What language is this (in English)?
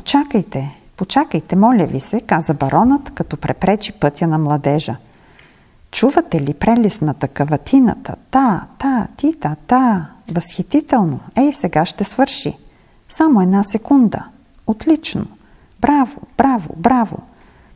Bulgarian